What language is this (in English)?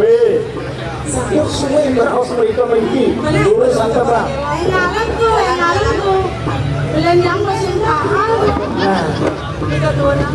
Balinese